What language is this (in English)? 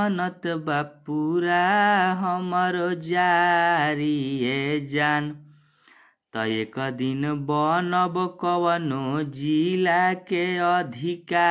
Bhojpuri